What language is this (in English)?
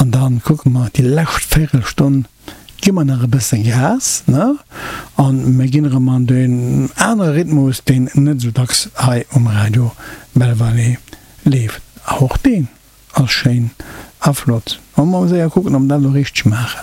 Luxembourgish